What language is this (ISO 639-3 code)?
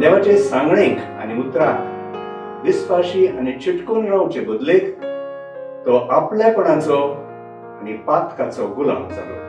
kok